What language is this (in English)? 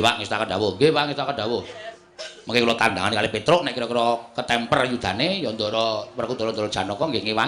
Javanese